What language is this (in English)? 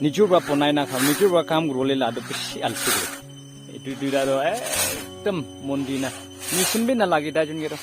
Naga Pidgin